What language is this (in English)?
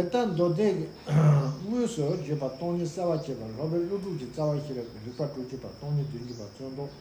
Tibetan